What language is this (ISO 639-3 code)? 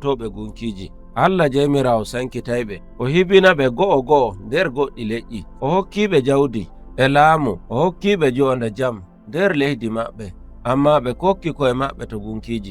fuv